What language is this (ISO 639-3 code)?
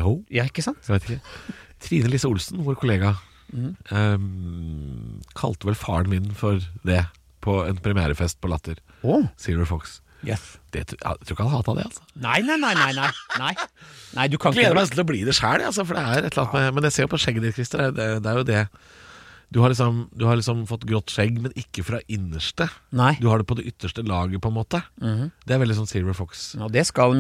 nor